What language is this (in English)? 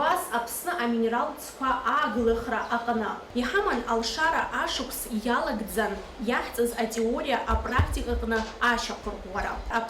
Abkhazian